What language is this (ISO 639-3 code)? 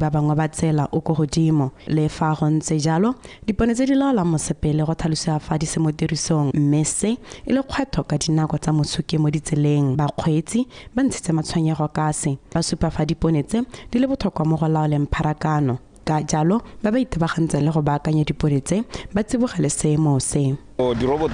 tsn